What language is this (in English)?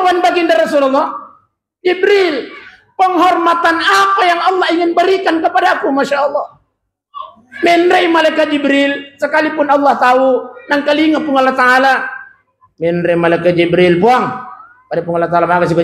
Buginese